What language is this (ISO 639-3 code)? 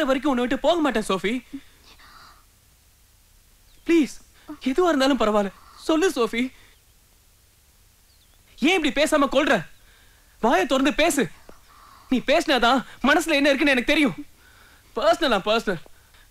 tam